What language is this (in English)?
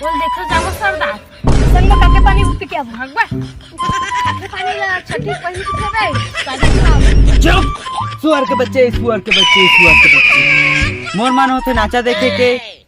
Chhattisgarhi